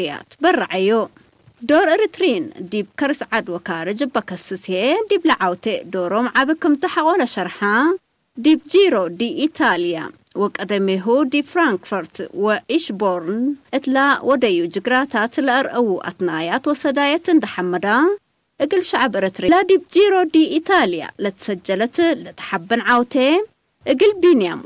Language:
Tigre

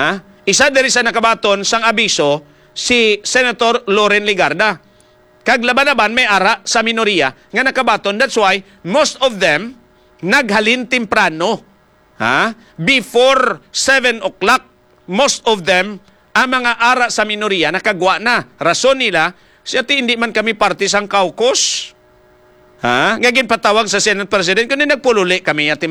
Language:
Hiligaynon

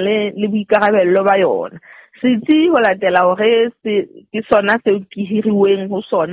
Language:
Southern Sotho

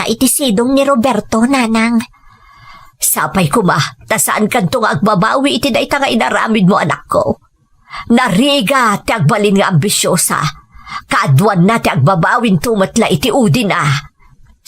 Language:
Iloko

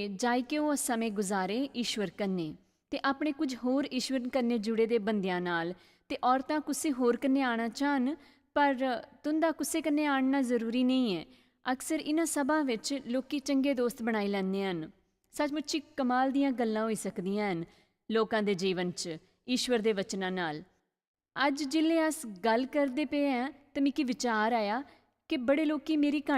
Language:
Dogri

